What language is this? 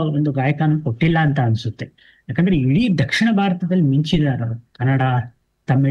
Kannada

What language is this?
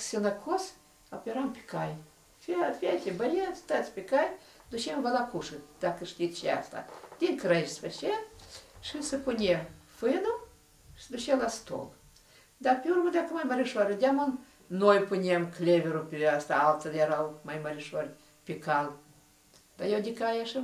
Romanian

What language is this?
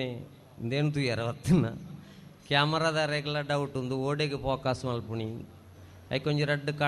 Tulu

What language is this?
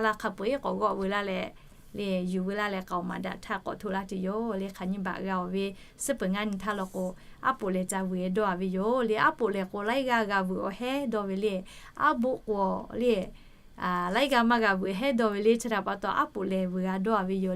Lahu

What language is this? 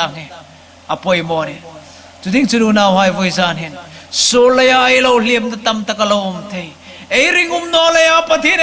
Hmar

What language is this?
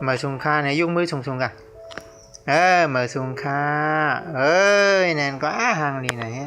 Shan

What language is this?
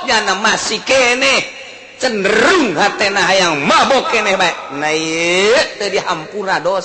Sundanese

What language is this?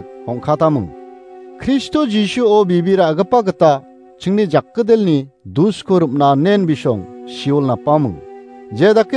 Garo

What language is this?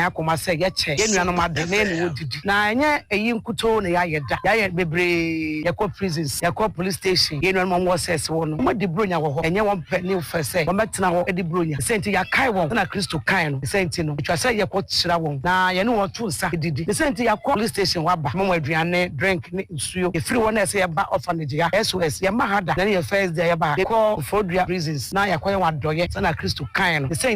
Akan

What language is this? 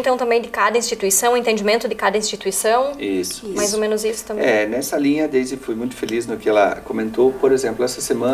Portuguese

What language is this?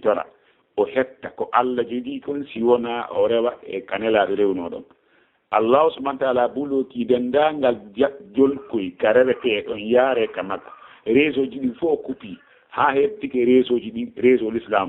Fula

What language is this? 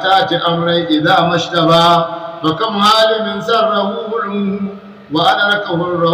Hausa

